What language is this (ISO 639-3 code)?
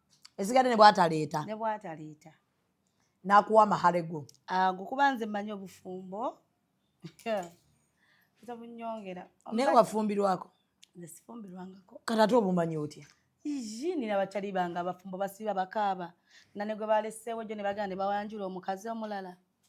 lug